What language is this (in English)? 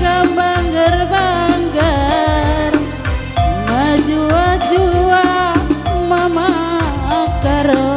Batak Karo